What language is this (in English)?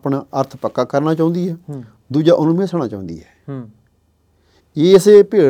Punjabi